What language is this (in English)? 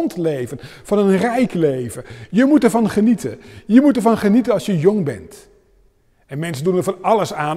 Dutch